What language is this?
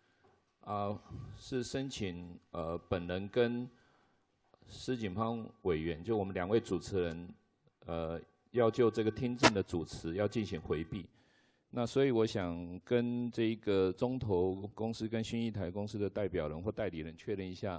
Chinese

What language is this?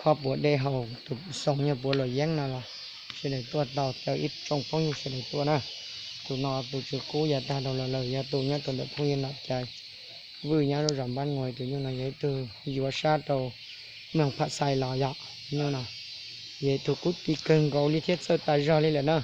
Hmong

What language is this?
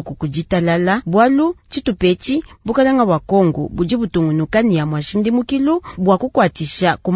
Luba-Lulua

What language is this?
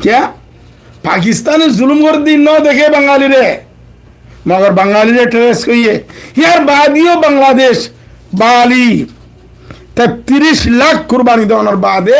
Rohingya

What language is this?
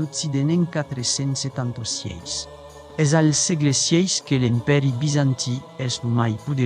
Occitan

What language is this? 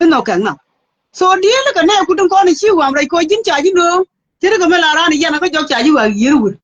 Nuer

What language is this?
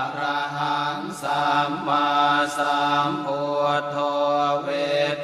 Pali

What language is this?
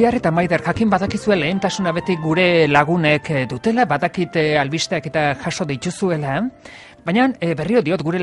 Basque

